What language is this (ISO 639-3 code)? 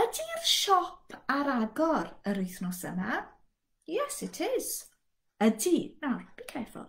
cym